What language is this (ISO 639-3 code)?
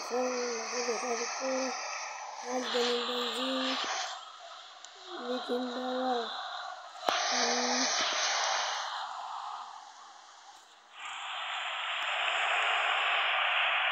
arz